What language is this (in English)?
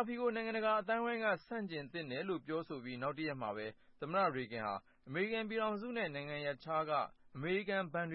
Burmese